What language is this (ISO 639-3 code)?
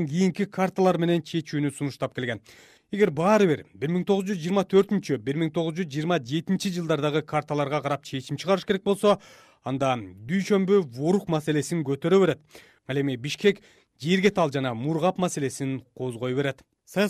kir